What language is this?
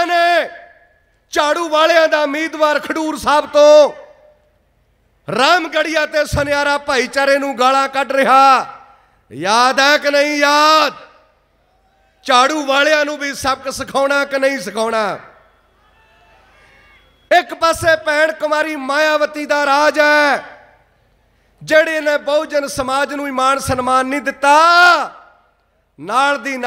Punjabi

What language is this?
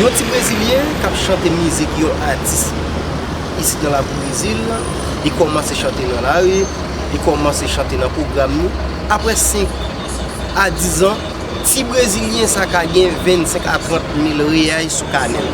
Haitian Creole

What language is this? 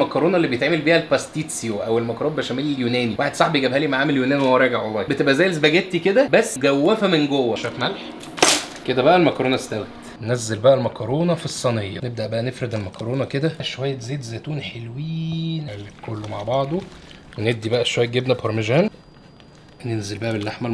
Egyptian Arabic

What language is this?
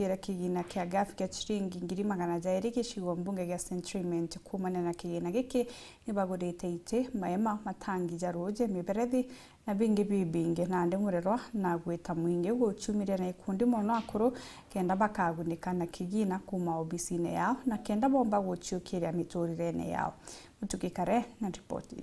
Meru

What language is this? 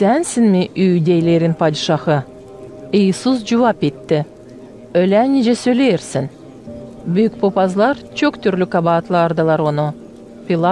Gagauz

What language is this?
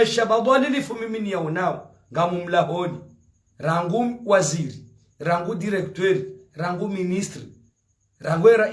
Ngazidja Comorian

